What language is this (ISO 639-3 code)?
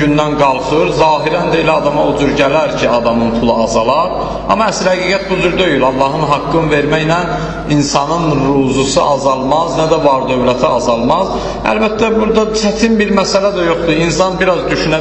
aze